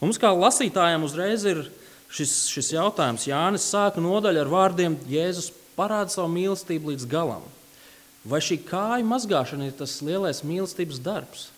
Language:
Latvian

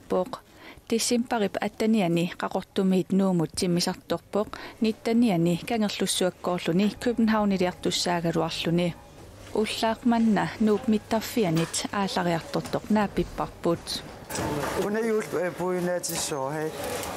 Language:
Kalaallisut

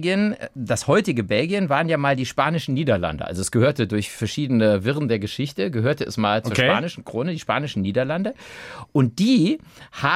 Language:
German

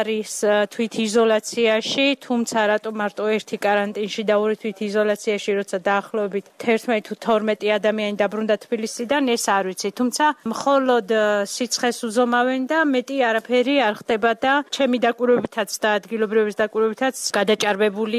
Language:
Georgian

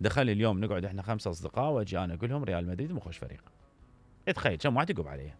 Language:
Mesopotamian Arabic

